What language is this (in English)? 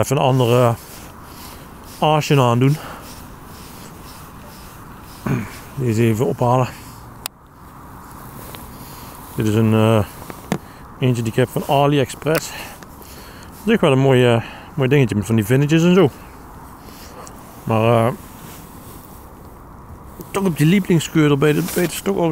Dutch